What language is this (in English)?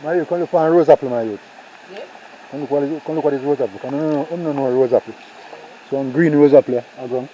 Jamaican Creole English